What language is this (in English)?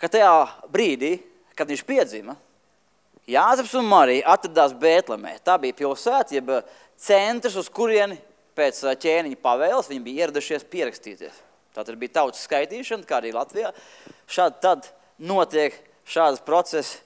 Latvian